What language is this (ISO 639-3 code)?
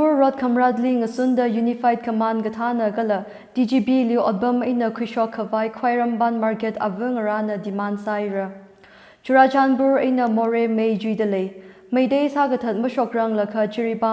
nmf